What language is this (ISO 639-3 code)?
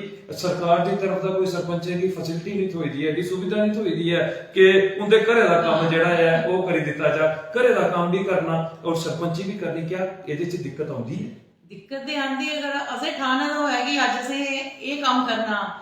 doi